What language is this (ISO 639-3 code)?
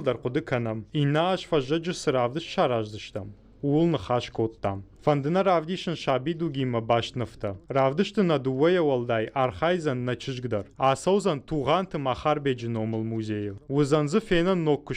oss